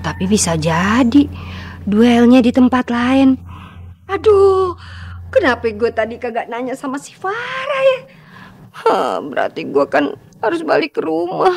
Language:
Betawi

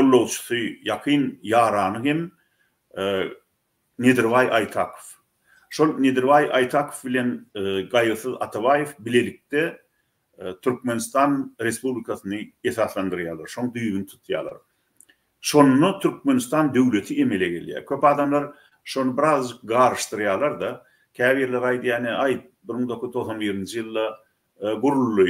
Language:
Turkmen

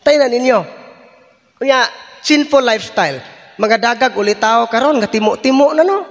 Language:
Cebuano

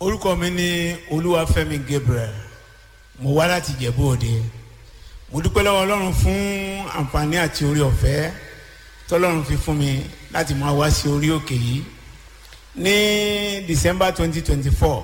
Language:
Yoruba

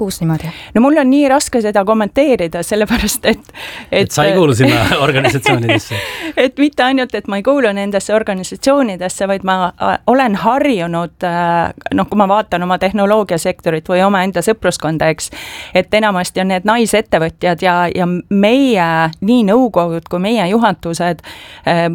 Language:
Estonian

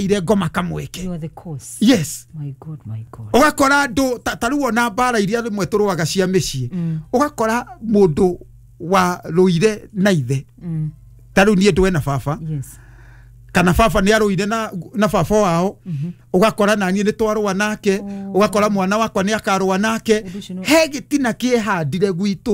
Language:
Kikuyu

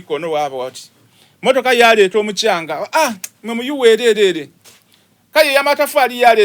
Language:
Soga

